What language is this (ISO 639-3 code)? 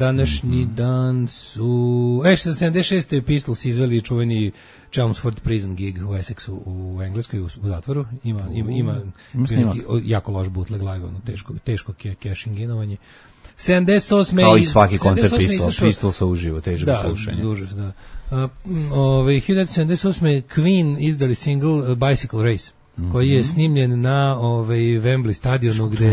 srp